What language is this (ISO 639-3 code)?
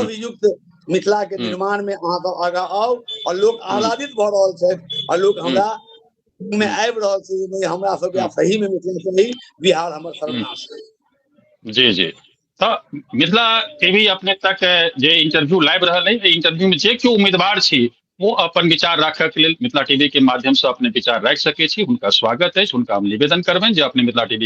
mai